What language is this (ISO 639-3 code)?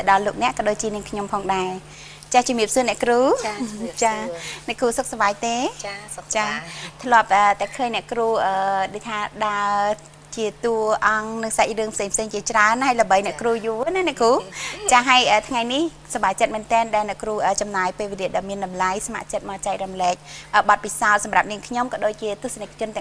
khm